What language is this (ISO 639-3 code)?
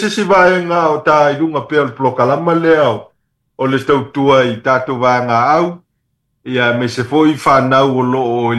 smo